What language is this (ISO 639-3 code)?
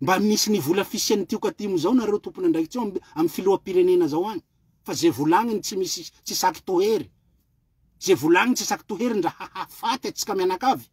mlg